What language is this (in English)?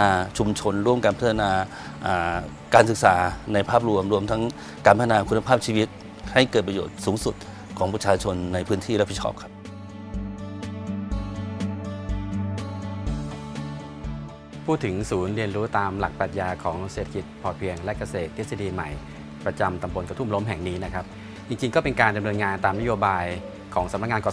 Thai